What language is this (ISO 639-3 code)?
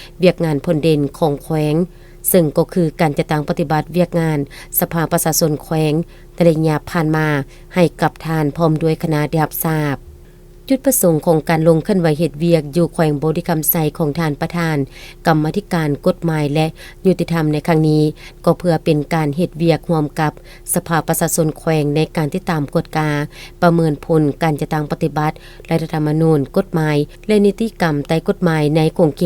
lao